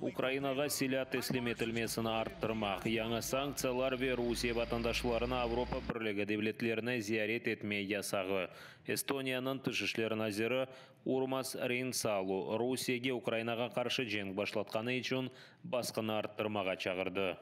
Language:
Crimean Tatar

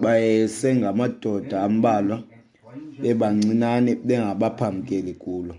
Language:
Xhosa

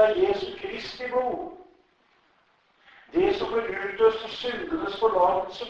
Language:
Norwegian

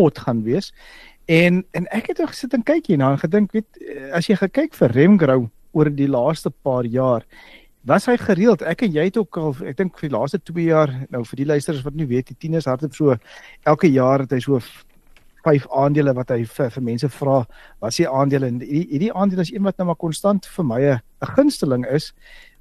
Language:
Afrikaans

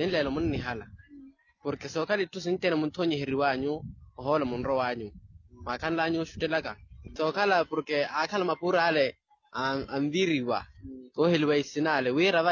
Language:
Makhuwa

